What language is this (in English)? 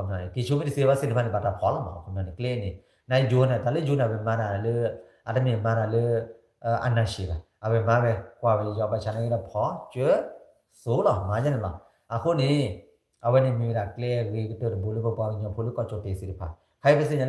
S'gaw Karen